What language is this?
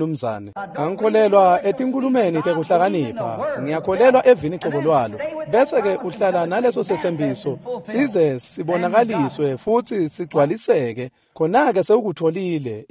Swati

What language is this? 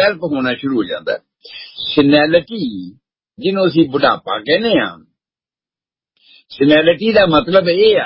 Punjabi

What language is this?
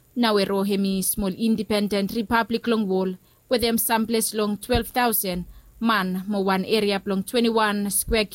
Bislama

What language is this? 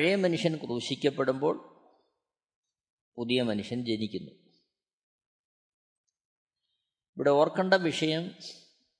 Malayalam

